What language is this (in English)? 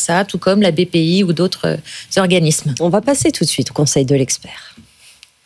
French